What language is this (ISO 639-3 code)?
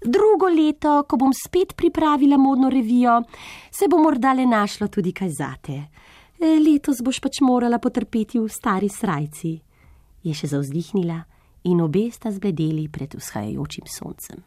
slv